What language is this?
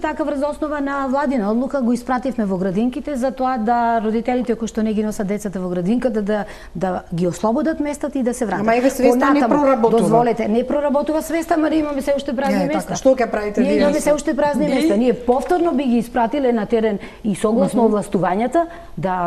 Macedonian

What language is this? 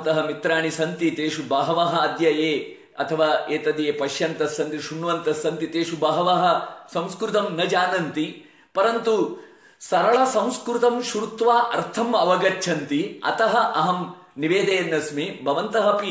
Sanskrit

